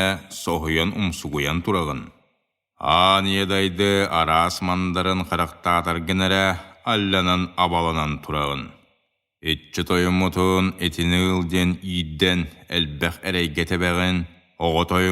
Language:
Yakut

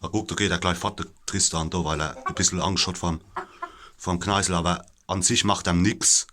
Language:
Palatine German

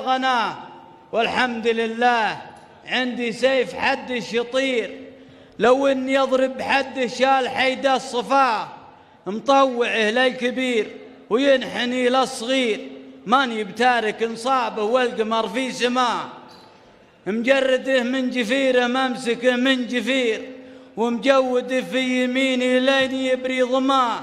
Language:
Arabic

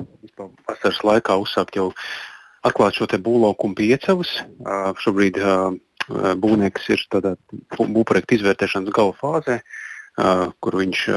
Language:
Latvian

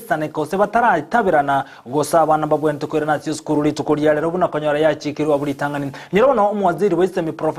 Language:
Gusii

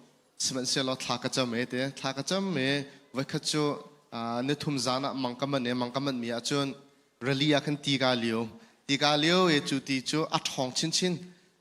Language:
Hakha Chin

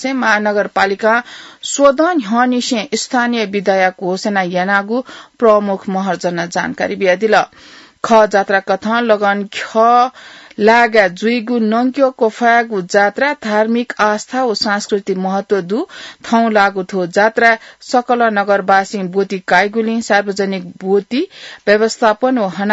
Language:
Newari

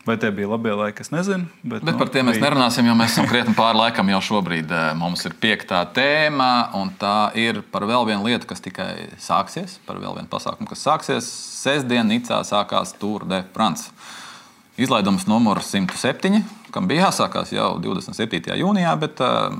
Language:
Latvian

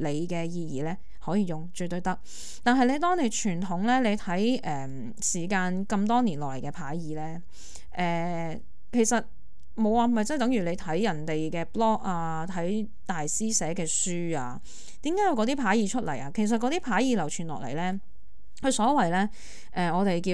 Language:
Cantonese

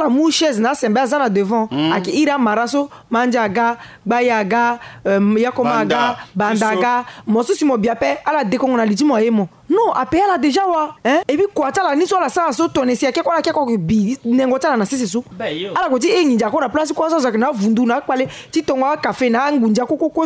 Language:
Sango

